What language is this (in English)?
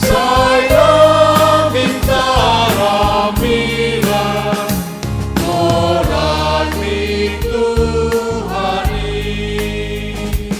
Batak Simalungun